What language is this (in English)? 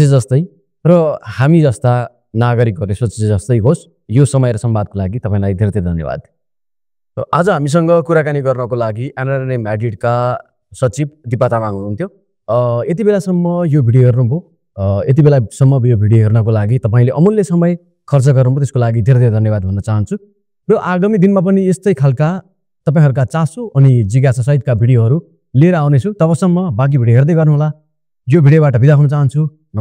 Nepali